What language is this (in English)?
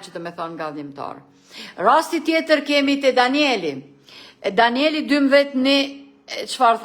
Albanian